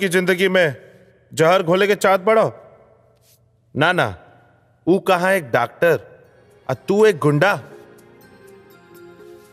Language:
Bhojpuri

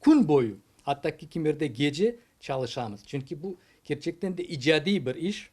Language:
Crimean Tatar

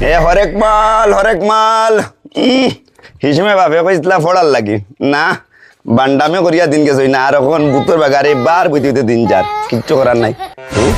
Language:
Sylheti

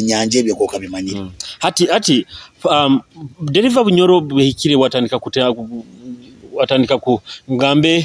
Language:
Nyoro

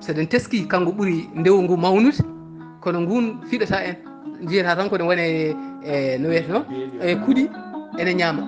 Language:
Fula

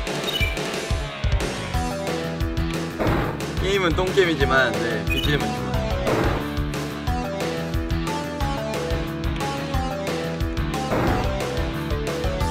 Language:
Korean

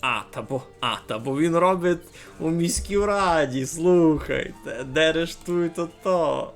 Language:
Rusyn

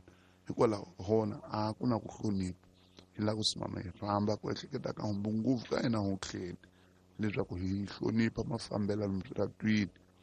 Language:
Tsonga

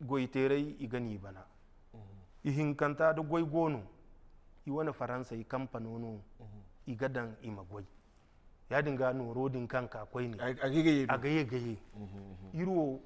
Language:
Zarma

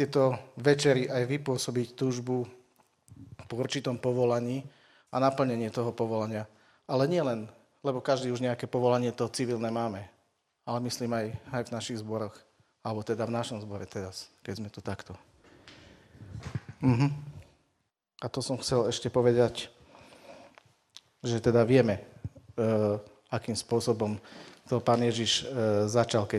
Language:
Slovak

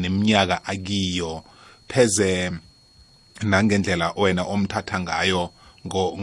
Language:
South Ndebele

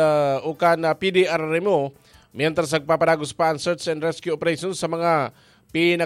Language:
Bikol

